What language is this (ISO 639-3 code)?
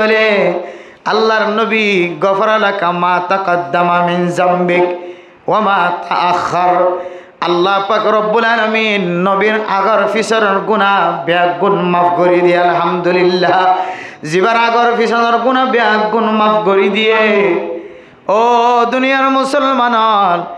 rhg